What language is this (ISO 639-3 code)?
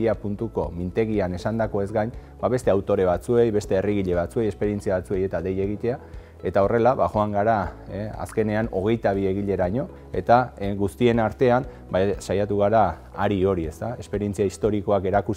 eus